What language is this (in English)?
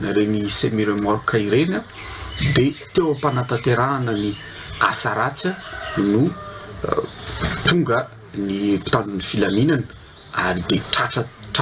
Malagasy